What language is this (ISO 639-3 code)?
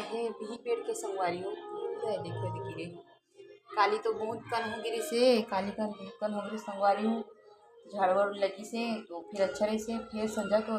hne